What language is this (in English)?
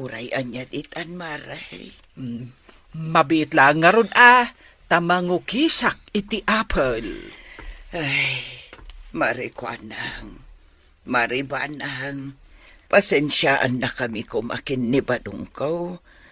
Iloko